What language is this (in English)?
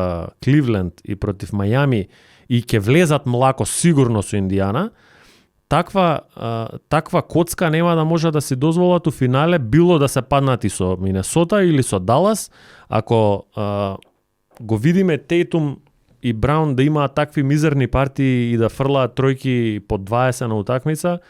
Macedonian